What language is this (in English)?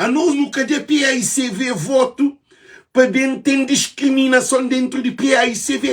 Kabuverdianu